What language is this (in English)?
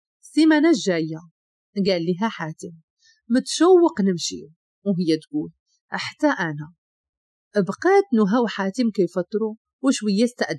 Moroccan Arabic